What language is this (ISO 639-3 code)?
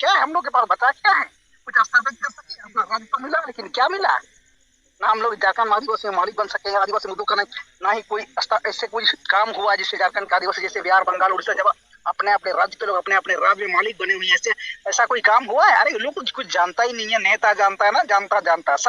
sat